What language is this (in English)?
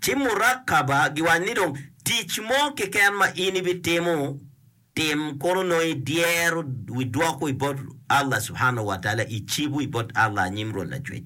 Acoli